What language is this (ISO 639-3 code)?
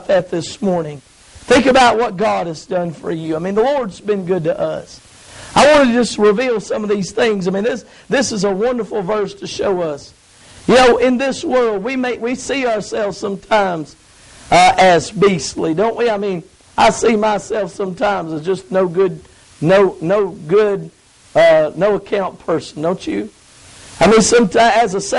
eng